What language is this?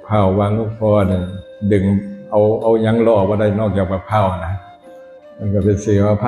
Northeastern Thai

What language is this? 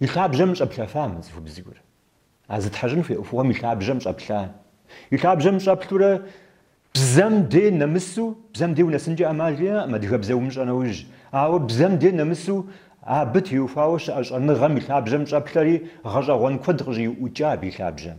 Kabardian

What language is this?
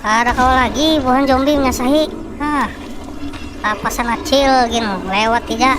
Banjar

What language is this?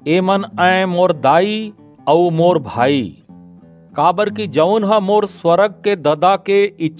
Chhattisgarhi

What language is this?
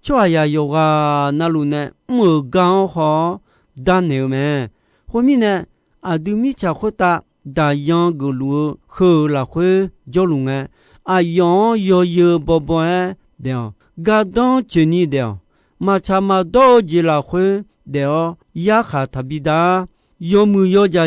Akha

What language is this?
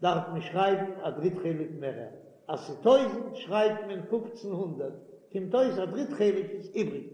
Yiddish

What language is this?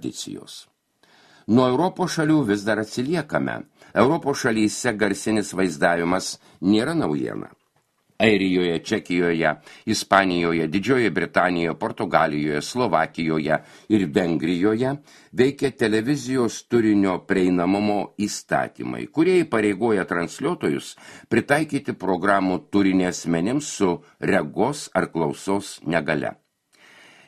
Lithuanian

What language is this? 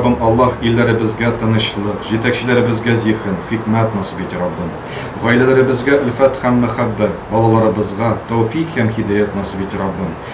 Tatar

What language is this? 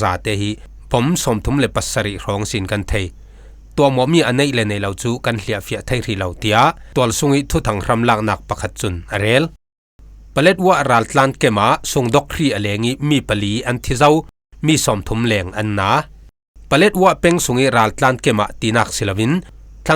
Falam Chin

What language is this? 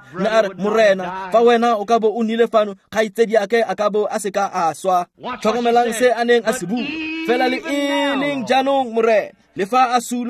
Tswana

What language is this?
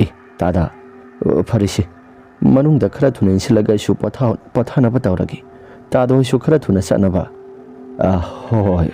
Manipuri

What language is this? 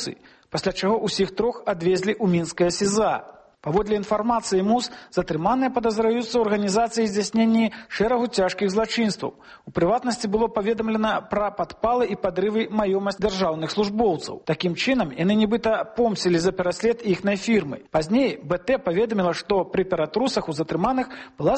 Belarusian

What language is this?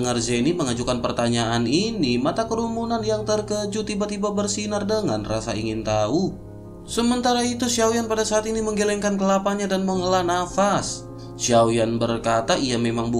Indonesian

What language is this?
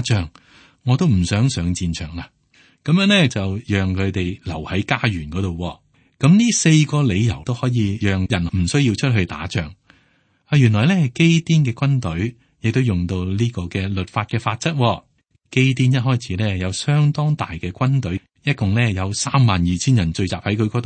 Cantonese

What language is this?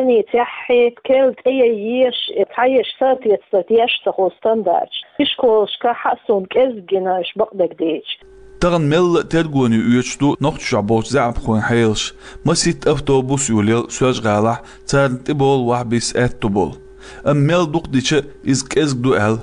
Chechen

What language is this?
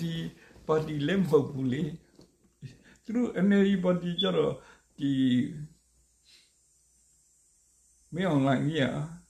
Burmese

